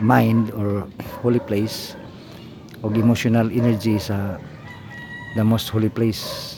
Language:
Cebuano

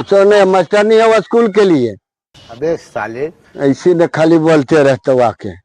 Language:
Magahi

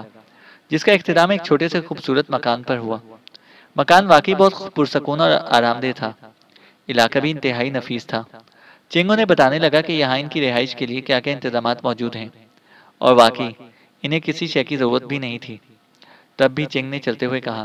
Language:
Urdu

